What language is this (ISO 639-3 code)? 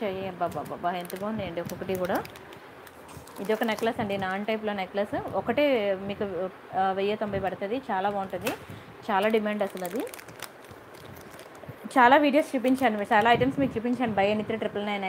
tel